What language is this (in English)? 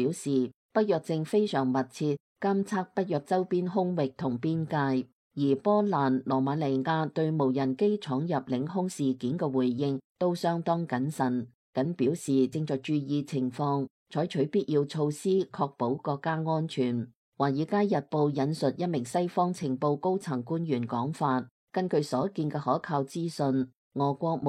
Cantonese